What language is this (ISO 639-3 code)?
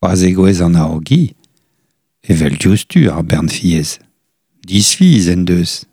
bre